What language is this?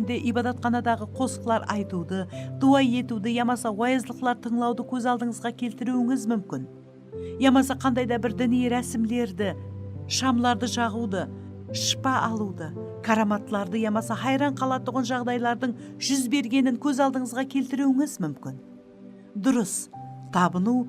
Kara-Kalpak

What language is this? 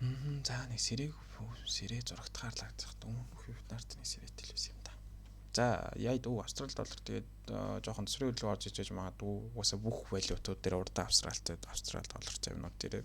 Mongolian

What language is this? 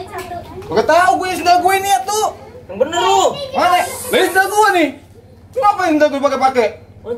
Betawi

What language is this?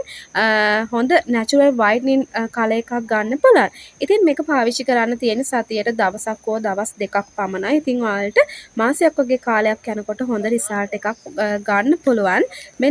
Sinhala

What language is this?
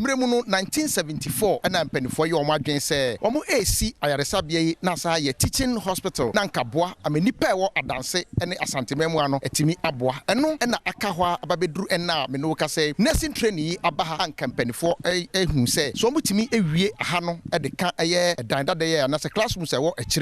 Akan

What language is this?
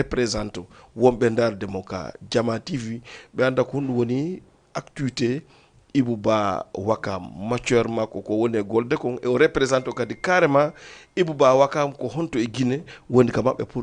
Fula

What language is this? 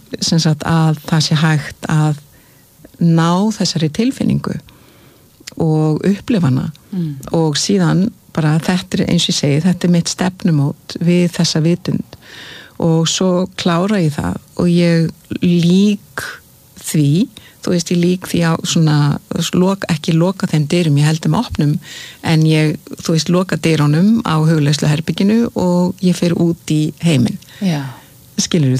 Icelandic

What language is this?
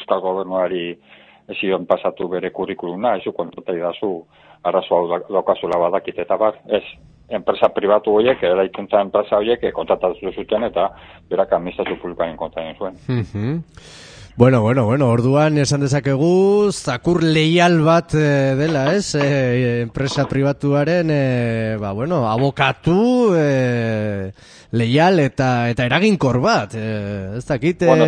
Basque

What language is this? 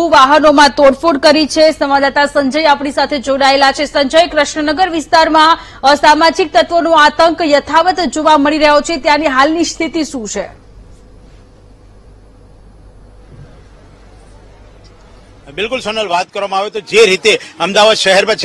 Gujarati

